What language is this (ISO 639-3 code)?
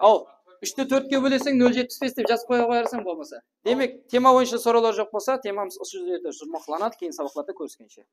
kaa